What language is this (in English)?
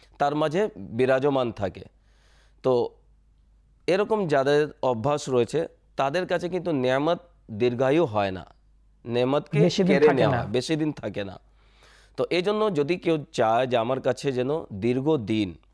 Bangla